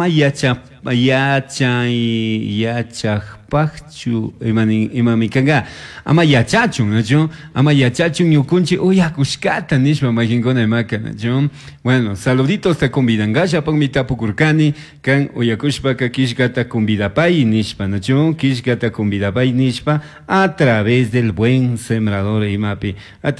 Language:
Chimborazo Highland Quichua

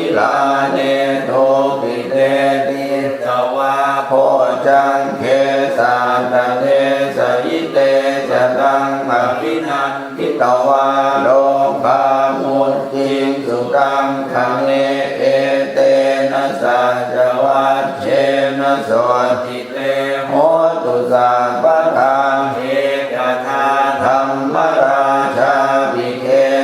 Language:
Pali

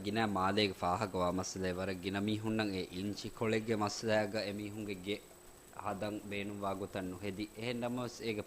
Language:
Divehi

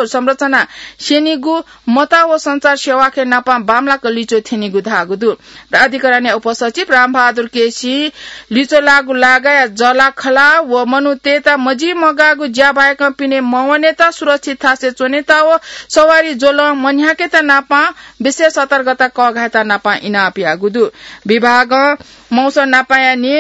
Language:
Newari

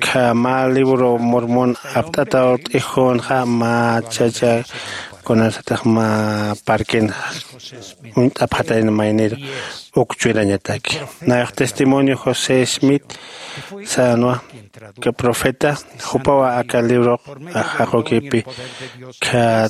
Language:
Aymara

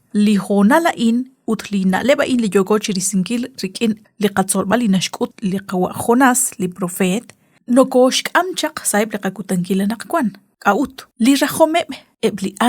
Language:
Kekchí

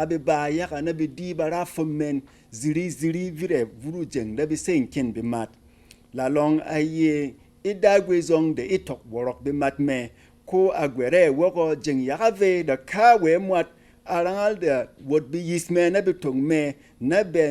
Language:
Berom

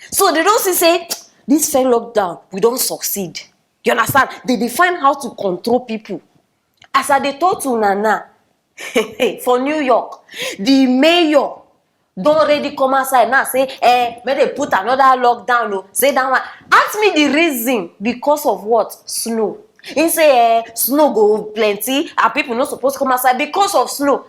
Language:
Nigerian Pidgin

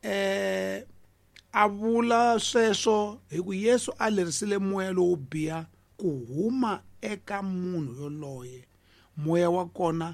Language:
Tsonga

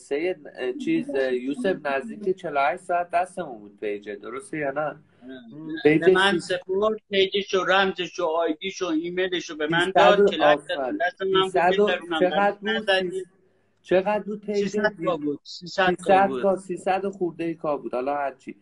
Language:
Persian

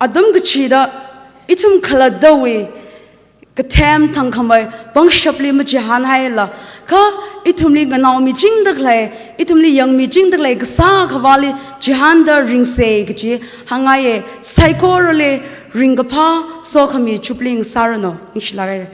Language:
Tangkhul Naga (India)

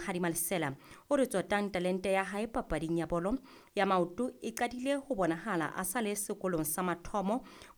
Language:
Southern Sotho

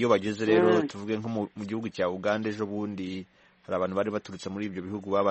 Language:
Kinyarwanda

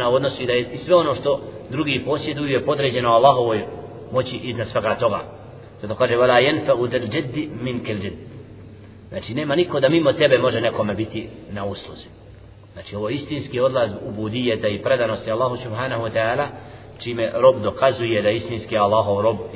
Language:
Bosnian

